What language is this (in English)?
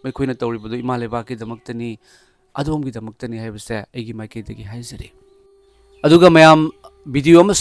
Manipuri